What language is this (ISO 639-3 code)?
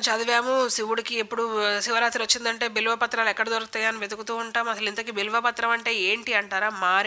tel